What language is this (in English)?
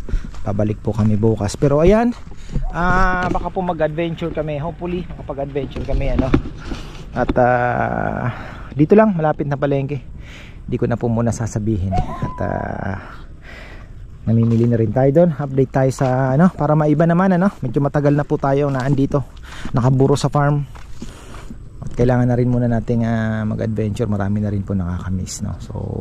Filipino